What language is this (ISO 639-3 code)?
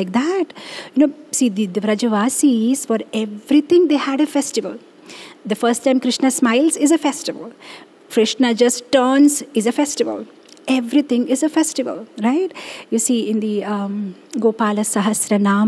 eng